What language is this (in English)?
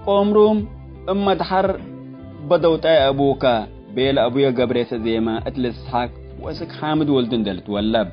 Tigre